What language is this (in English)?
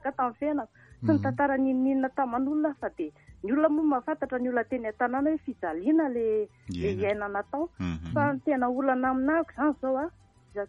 Malagasy